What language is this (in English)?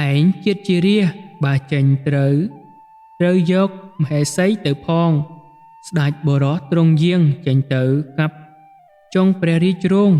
Khmer